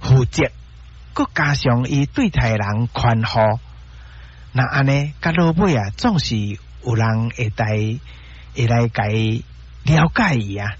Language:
Min Nan Chinese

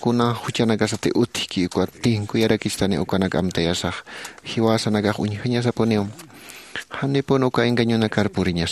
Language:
Aymara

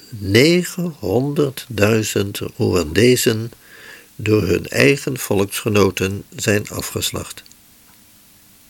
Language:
Dutch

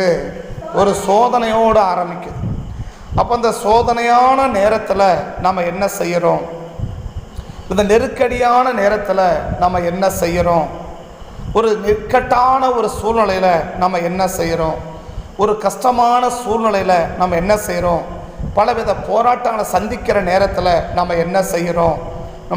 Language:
Tamil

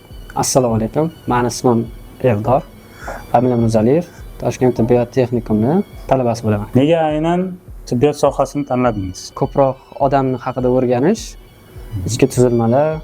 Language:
Uzbek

